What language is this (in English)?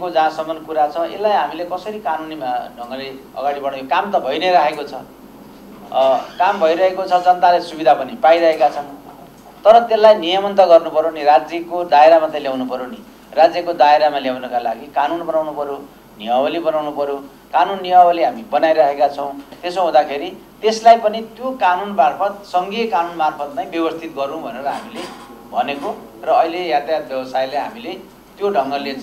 Nepali